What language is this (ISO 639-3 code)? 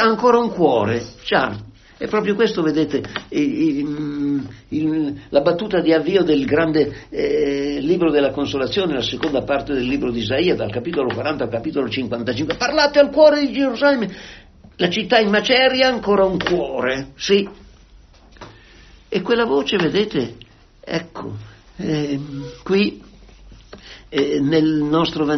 ita